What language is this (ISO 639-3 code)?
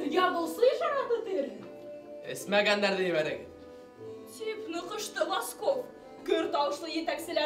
bak